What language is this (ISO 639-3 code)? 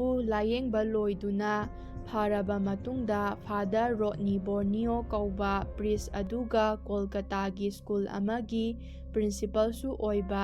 mni